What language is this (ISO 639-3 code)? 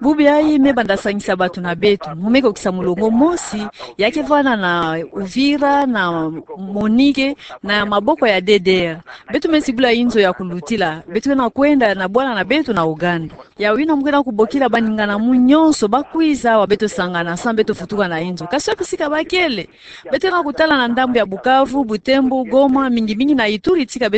ktu